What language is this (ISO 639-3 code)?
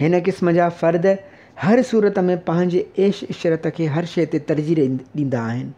snd